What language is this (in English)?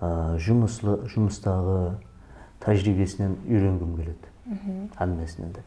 Kara-Kalpak